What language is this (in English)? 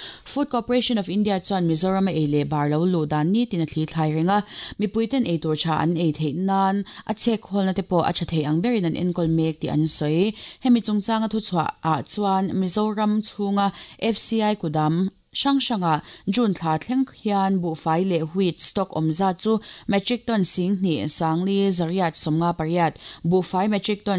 Mizo